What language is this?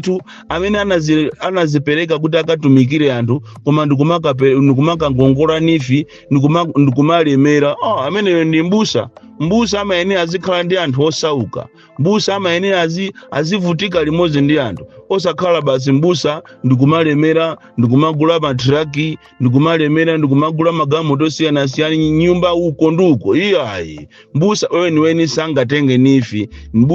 Nyanja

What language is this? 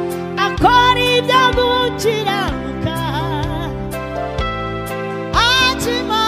Kinyarwanda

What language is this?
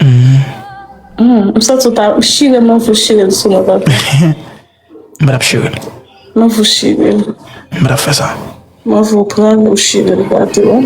Haitian Creole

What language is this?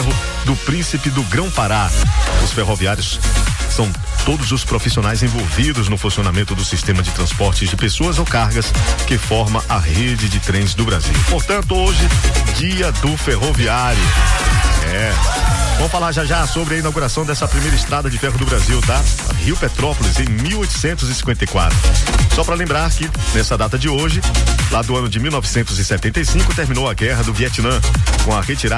Portuguese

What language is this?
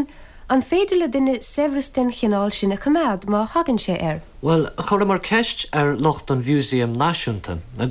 Irish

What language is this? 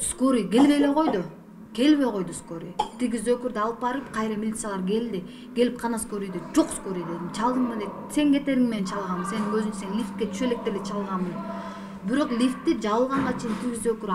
Kyrgyz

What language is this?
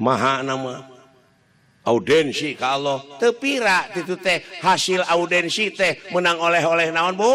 Sundanese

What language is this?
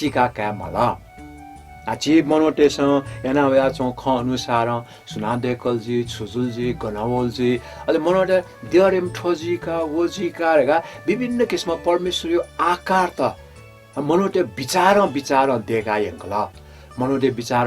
Newari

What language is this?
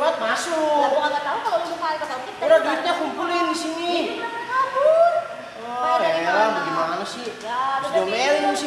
Betawi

